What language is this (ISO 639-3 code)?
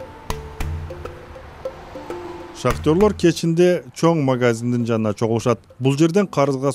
kir